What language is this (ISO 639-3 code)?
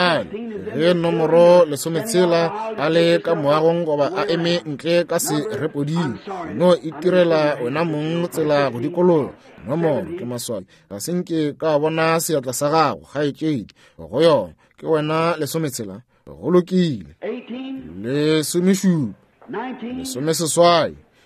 nso